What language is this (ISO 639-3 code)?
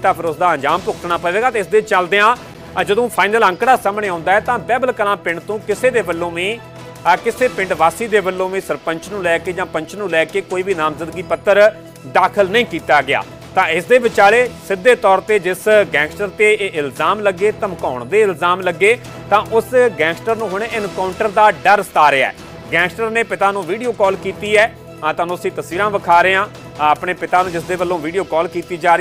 pan